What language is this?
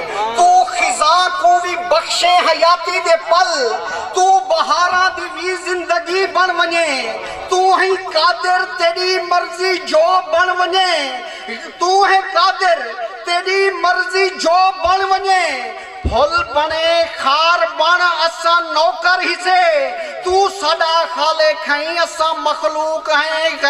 Saraiki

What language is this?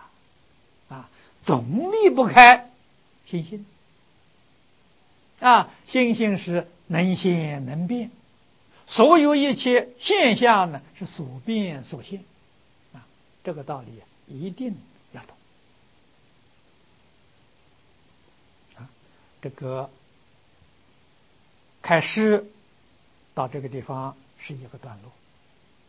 Chinese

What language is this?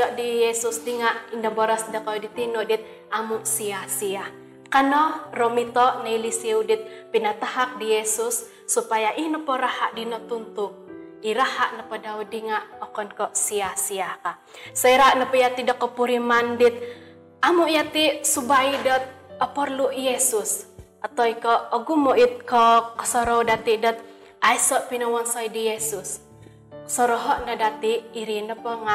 Central Dusun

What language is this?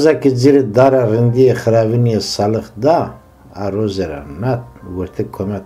Zaza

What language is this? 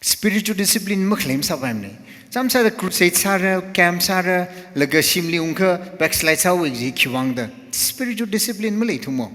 Tangkhul Naga (India)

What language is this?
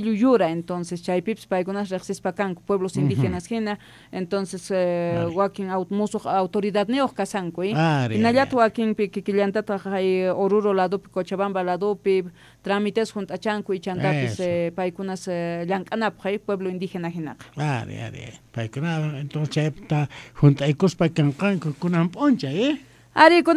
South Bolivian Quechua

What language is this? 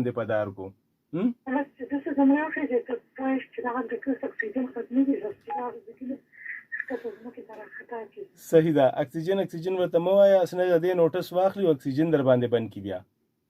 Pashto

